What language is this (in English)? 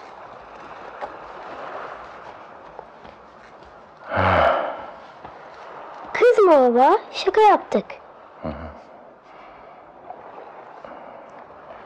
Turkish